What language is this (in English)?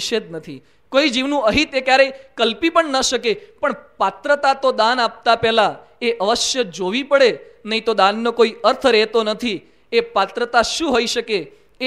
Gujarati